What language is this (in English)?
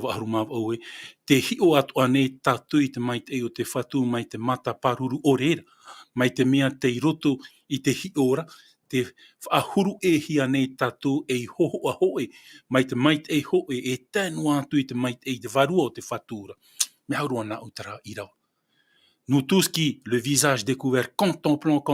Tahitian